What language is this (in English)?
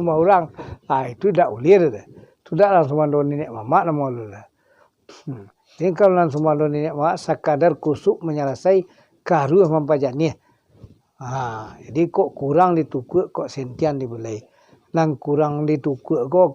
Minangkabau